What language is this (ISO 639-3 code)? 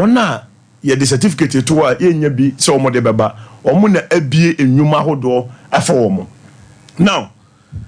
aka